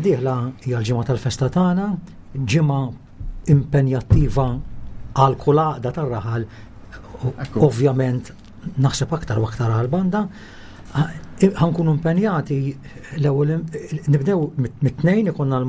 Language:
Maltese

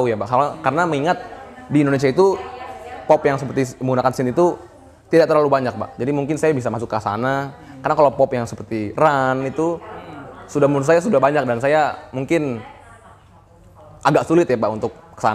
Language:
Indonesian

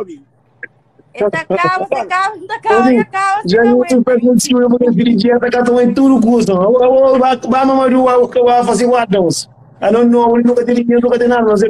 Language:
Kabuverdianu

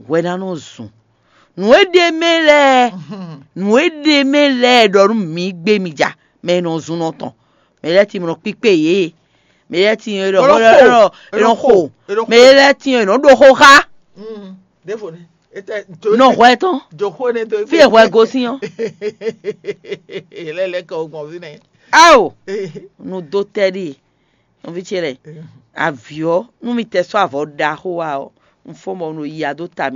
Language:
Fon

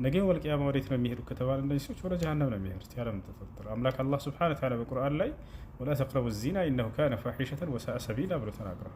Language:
Amharic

